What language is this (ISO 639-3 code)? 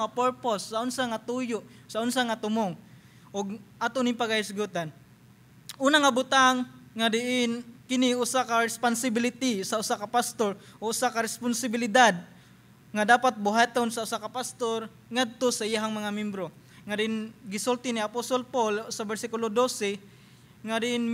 ceb